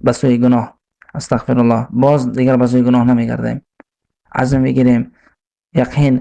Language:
Persian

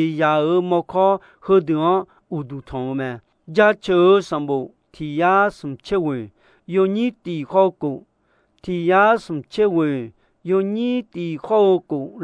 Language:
Akha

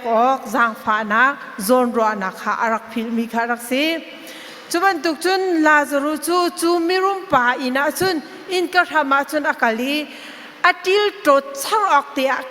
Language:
Hakha Chin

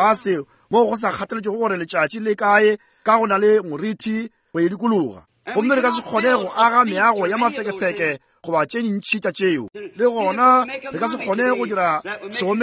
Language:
Northern Sotho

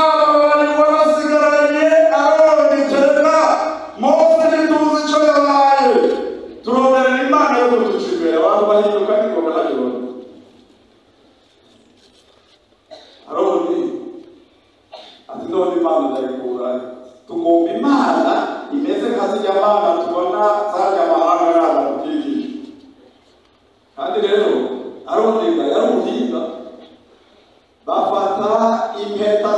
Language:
Rundi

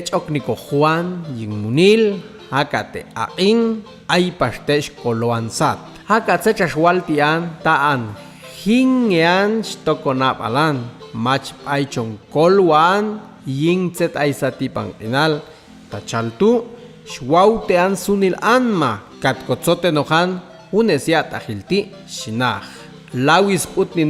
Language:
Popti'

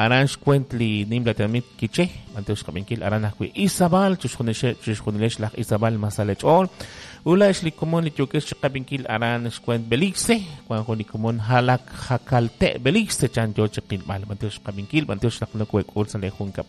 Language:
Kekchí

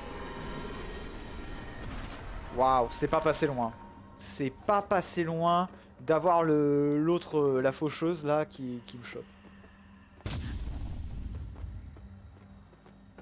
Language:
French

